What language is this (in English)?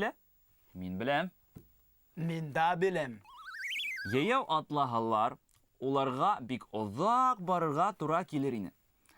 Bashkir